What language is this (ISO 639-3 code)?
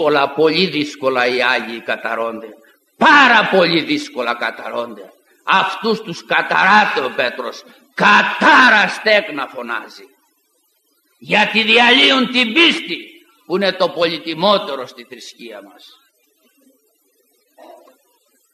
ell